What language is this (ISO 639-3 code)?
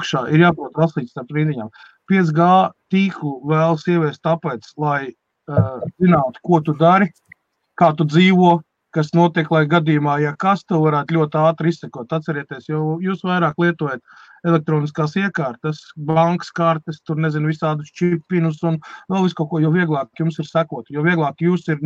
lav